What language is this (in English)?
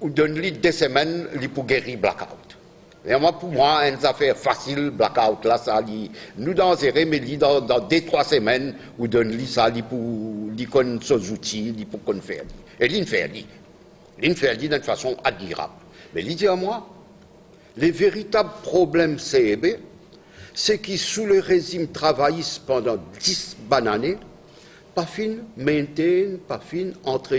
Morisyen